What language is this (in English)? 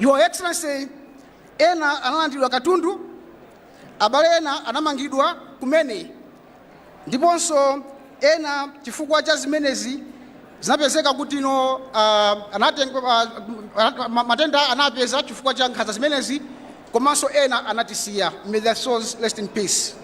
Nyanja